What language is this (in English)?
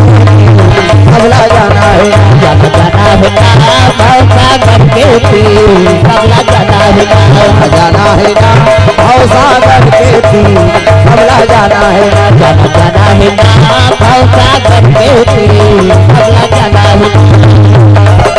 Chhattisgarhi